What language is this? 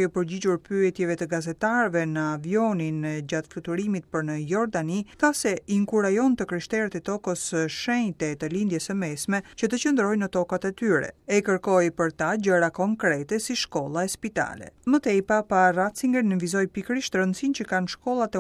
Albanian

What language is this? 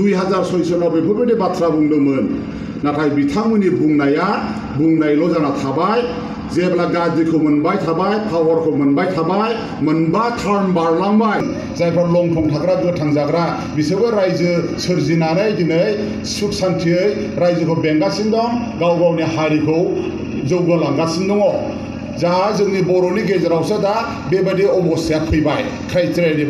Bodo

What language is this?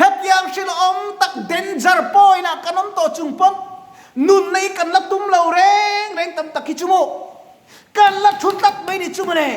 Mizo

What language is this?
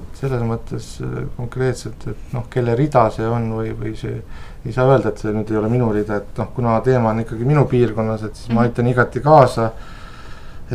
Estonian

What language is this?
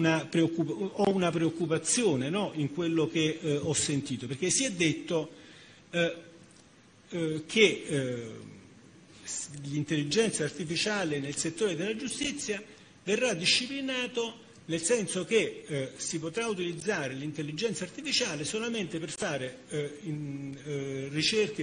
Italian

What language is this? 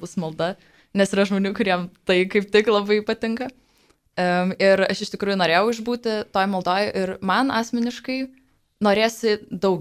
Lithuanian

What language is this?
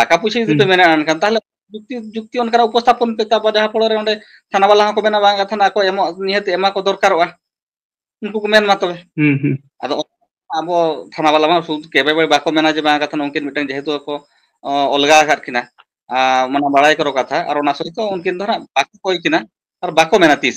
Santali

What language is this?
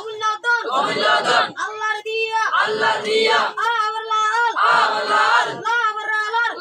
Assamese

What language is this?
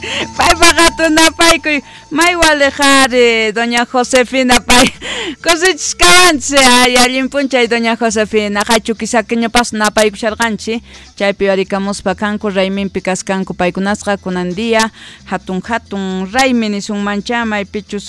South Bolivian Quechua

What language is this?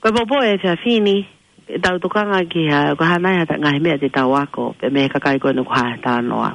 Tongan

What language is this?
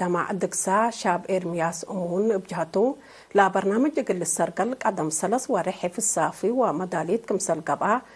Tigre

